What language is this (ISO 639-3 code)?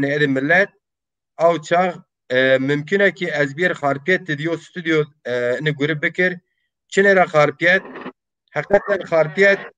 zza